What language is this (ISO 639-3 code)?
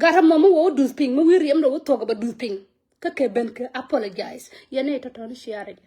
nus